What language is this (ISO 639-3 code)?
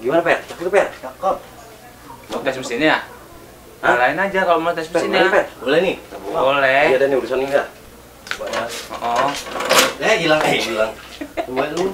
bew